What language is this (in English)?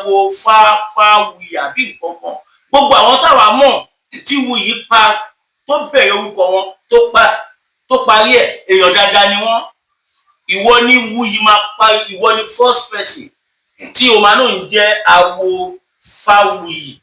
Yoruba